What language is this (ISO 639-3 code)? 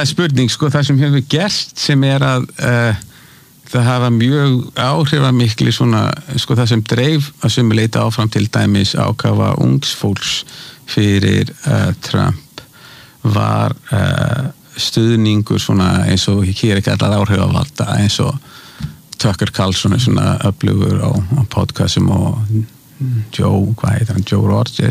isl